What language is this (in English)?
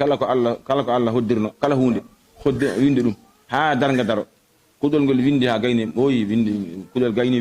Fula